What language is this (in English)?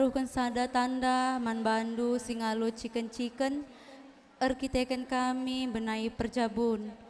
Batak Karo